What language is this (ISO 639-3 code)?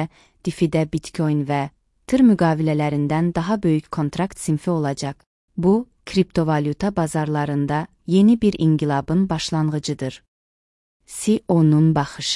aze